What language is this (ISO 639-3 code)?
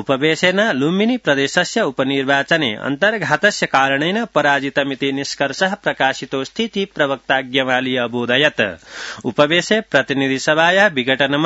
san